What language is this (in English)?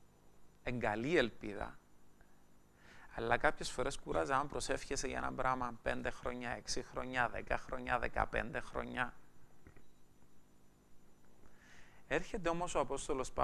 Greek